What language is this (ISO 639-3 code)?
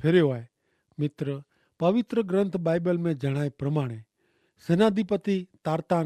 kfr